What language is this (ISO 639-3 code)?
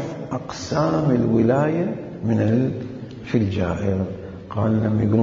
acm